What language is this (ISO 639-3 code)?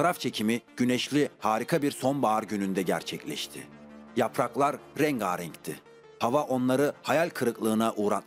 tur